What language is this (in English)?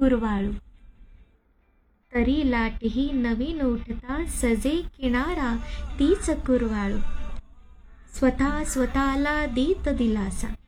Marathi